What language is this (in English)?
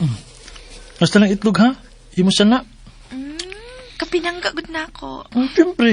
Cebuano